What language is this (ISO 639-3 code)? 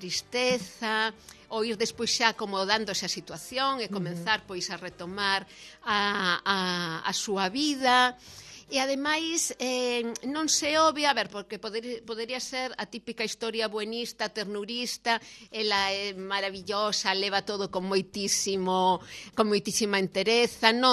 glg